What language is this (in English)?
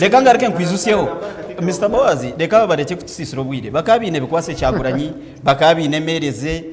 Nyankole